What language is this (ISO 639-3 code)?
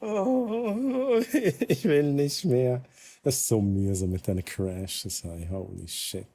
gsw